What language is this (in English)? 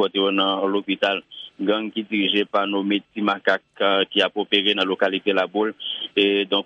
Haitian Creole